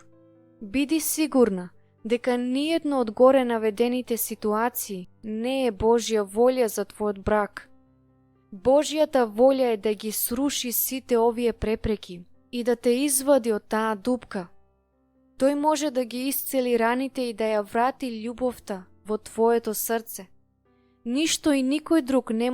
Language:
Macedonian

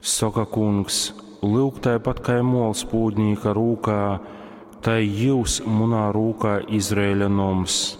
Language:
Latgalian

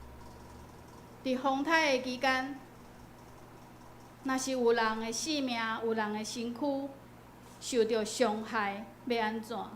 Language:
Min Nan Chinese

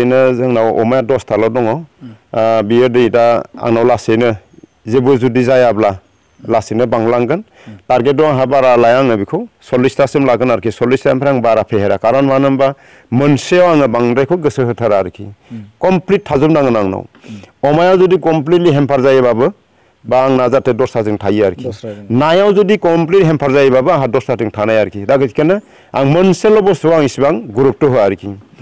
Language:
Bodo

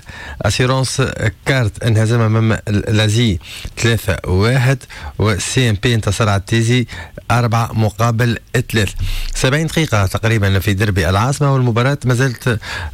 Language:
Tunisian Arabic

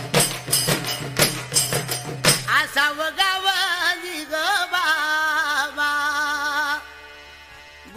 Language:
Marathi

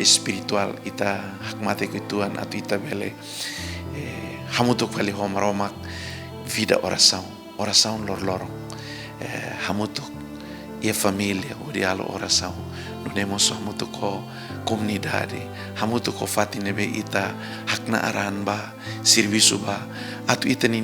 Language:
Tetum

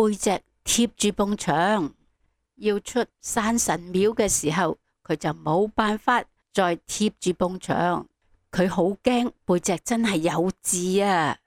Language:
Cantonese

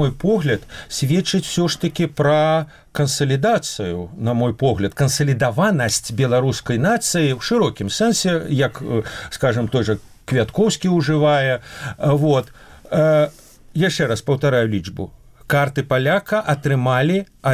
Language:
Belarusian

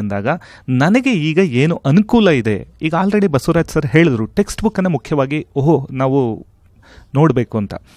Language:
Kannada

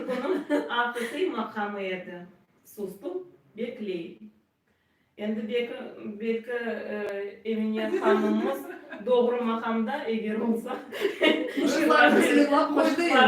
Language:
Crimean Tatar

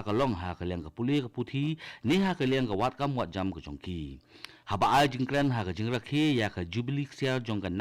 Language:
Khasi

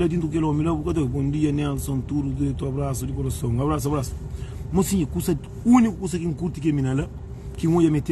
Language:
Kabuverdianu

